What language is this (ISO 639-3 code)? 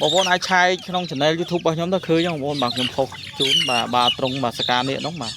khm